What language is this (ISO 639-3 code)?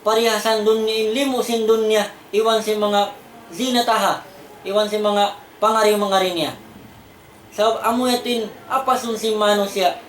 tsg